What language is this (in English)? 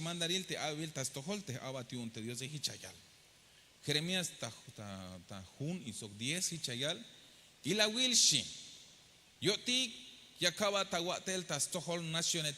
Tzeltal